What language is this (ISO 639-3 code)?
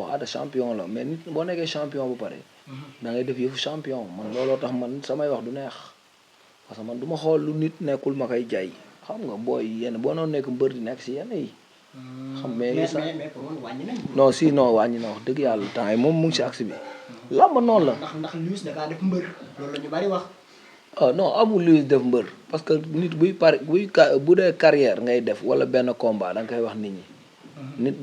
wol